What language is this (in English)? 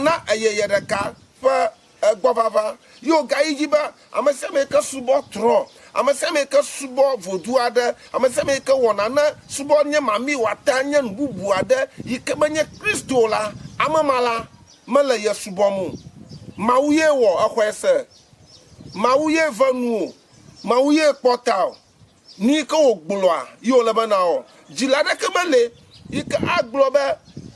Ewe